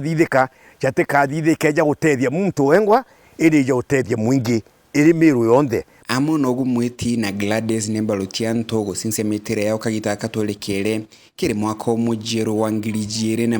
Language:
Meru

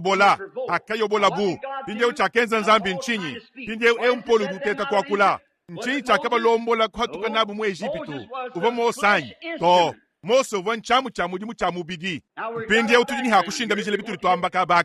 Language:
Luba-Lulua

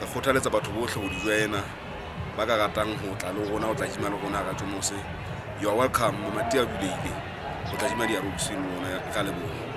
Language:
Southern Sotho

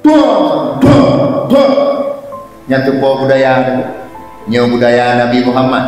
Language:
Achinese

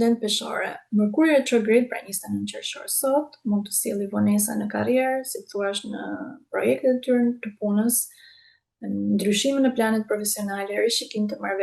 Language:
Albanian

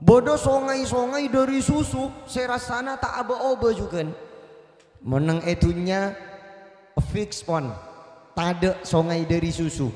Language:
Madurese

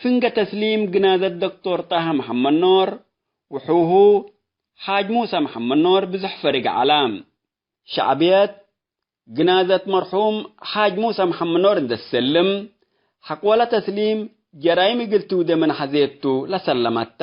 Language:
Tigre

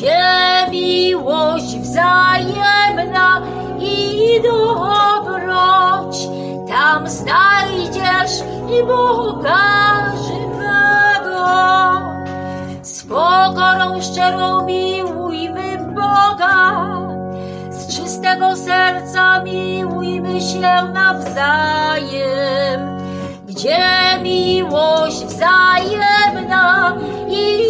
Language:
Polish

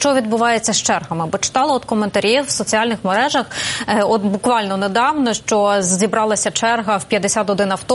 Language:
Ukrainian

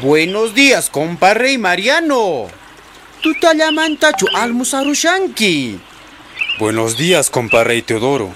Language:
South Bolivian Quechua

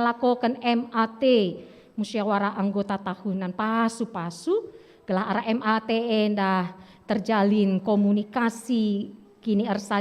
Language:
Batak Karo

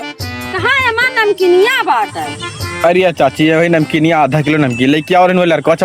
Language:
Awadhi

